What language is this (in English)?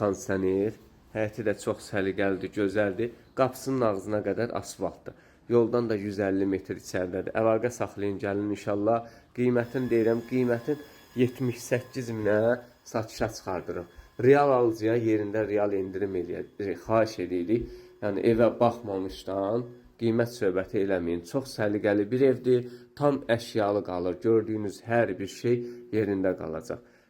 Azerbaijani